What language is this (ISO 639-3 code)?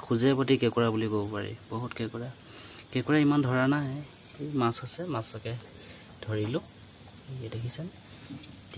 asm